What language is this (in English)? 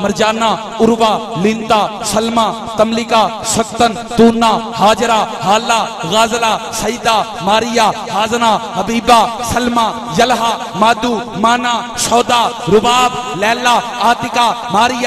Urdu